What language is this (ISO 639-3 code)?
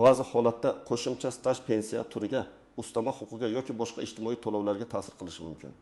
uzb